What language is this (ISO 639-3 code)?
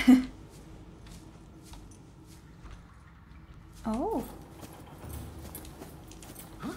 nor